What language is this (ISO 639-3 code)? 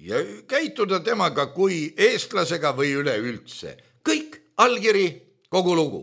est